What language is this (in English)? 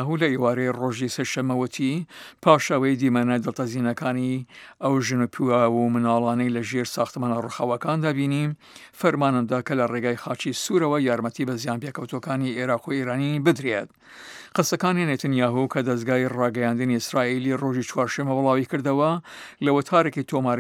Central Kurdish